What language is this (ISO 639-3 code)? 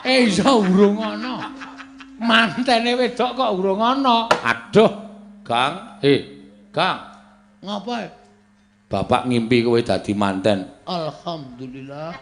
jav